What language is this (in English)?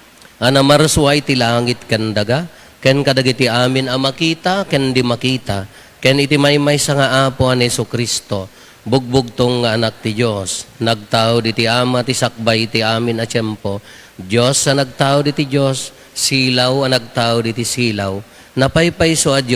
Iloko